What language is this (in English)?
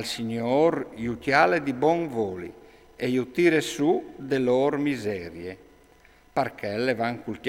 Friulian